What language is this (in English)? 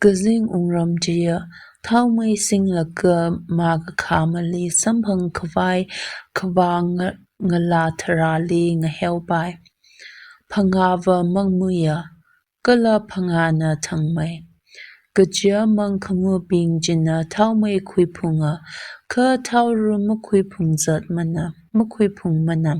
Tangkhul Naga (India)